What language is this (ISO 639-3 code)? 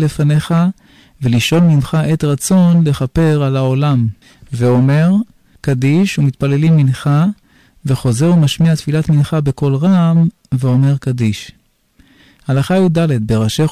heb